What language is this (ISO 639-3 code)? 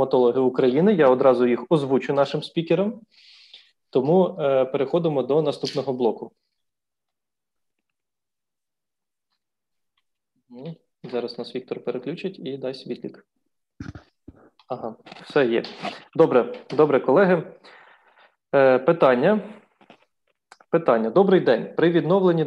ukr